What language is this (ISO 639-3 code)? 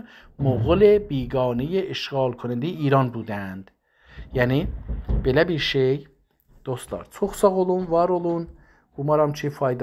azb